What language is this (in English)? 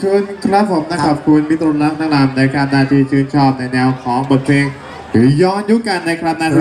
Thai